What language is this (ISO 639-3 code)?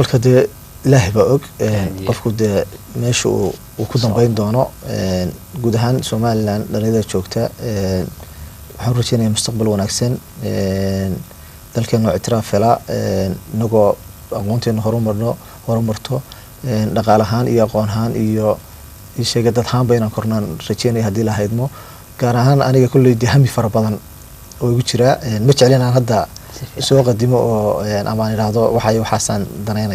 som